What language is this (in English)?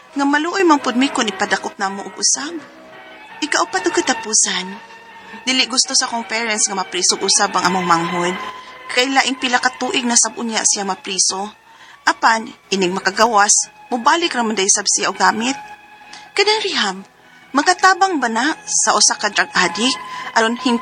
Cebuano